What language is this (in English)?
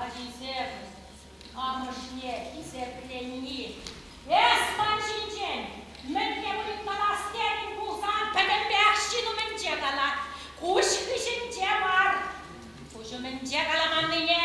Chuvash